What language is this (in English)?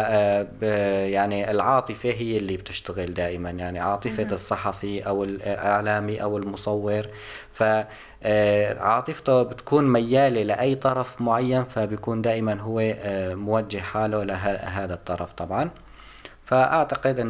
North Levantine Arabic